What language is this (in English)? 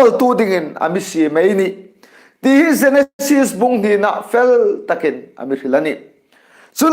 Hmar